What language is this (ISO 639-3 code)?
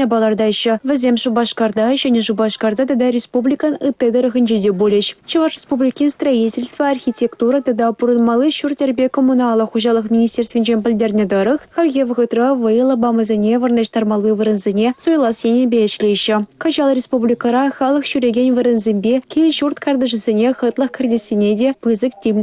chv